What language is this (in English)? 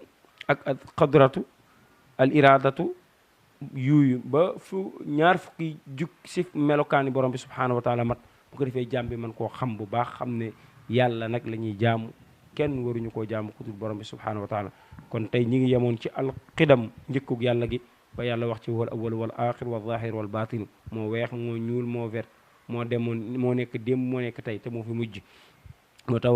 Wolof